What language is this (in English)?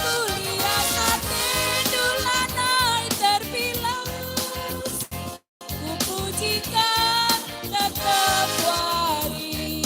Batak Karo